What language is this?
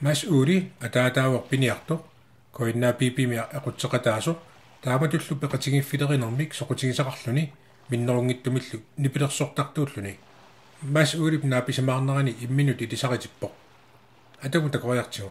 Kalaallisut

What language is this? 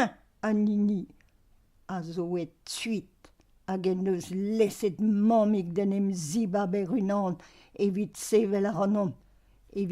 Breton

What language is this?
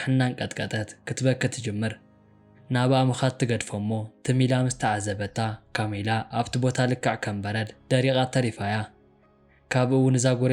Tigrinya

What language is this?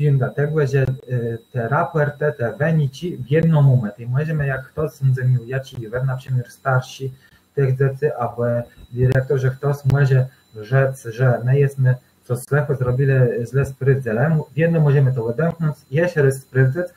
Kashubian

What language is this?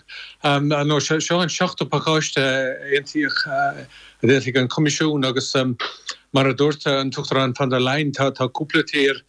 Irish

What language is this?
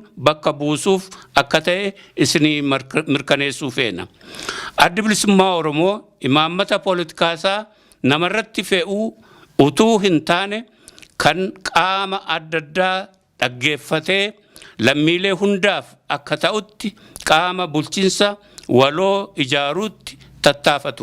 Oromo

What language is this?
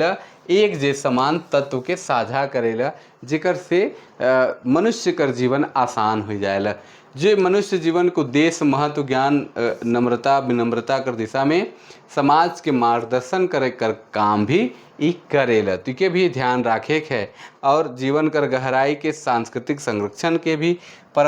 Sadri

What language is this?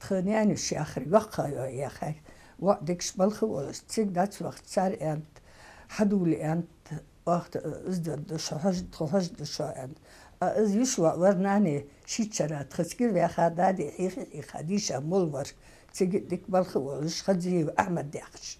Ingush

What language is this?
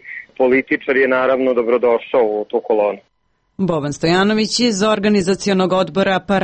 Serbian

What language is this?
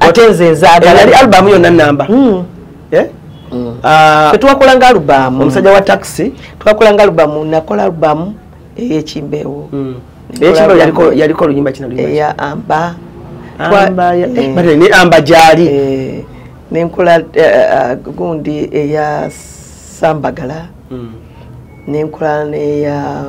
Ganda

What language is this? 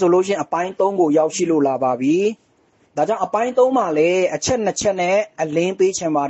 Burmese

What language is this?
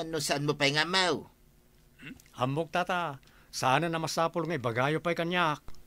Iloko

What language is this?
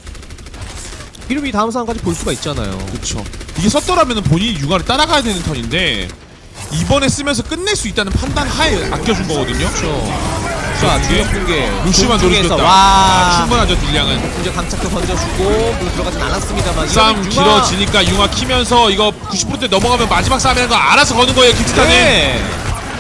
Korean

